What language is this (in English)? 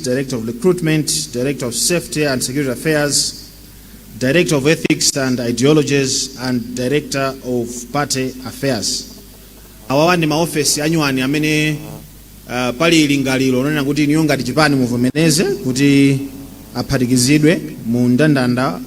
Nyanja